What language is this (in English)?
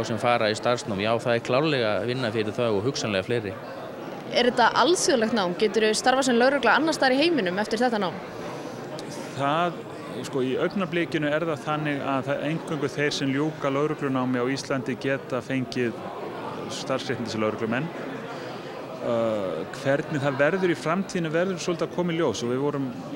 Icelandic